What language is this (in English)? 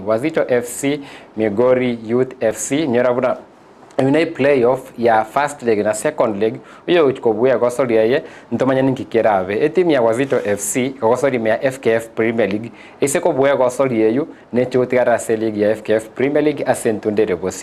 Gusii